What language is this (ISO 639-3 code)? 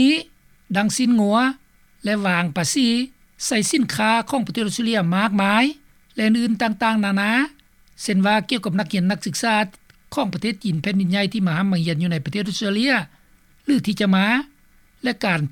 lao